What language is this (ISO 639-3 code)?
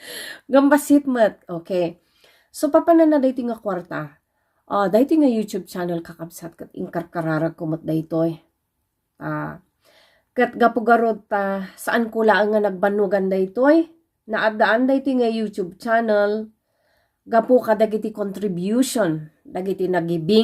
ilo